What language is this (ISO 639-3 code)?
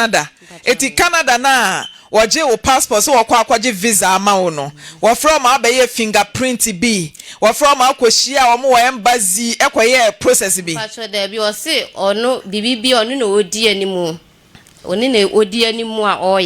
aka